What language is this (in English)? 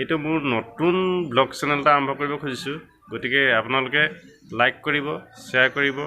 Assamese